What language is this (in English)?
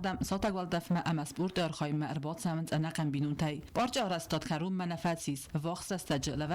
Ossetic